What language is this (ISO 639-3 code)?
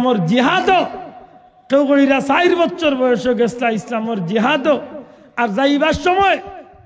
syl